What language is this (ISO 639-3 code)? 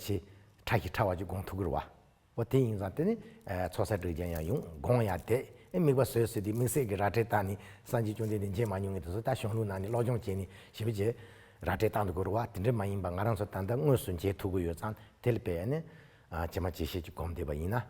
bod